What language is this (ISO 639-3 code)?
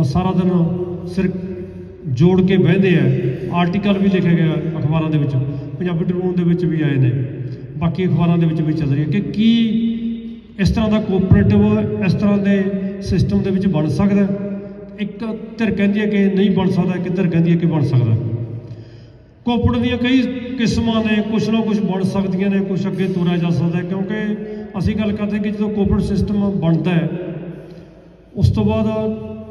pan